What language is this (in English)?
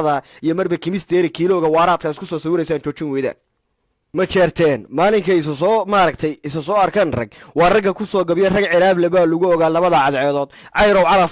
Somali